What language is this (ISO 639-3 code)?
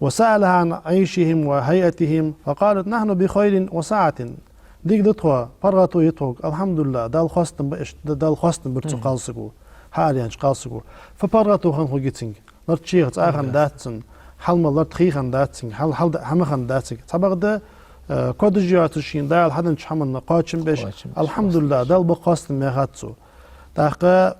inh